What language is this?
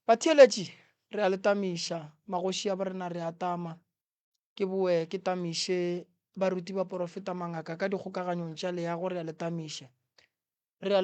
Northern Sotho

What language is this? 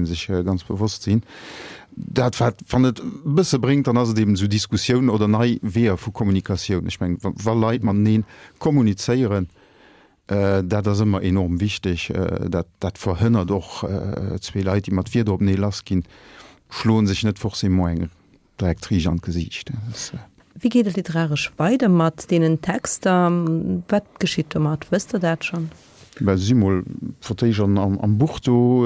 Luxembourgish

